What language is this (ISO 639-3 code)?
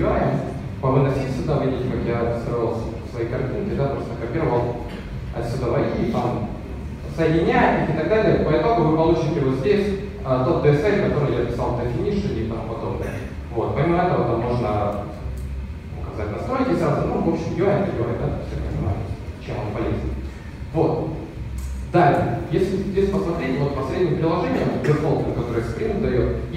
rus